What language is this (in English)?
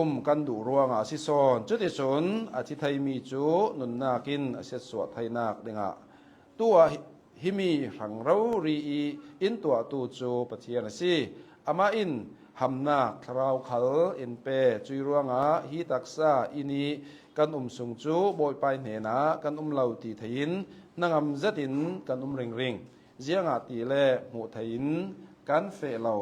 Hakha Chin